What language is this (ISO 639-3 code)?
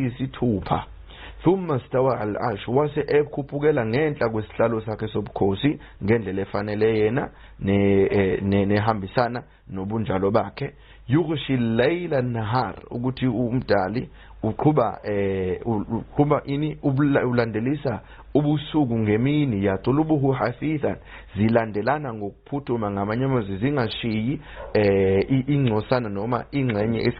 zul